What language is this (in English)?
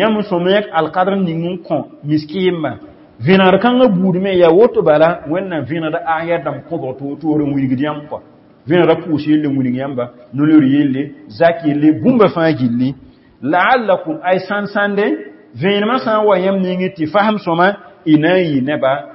Mossi